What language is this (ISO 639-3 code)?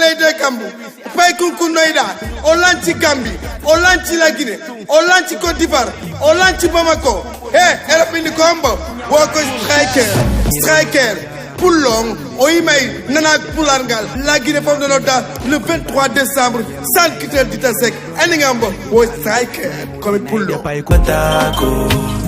ful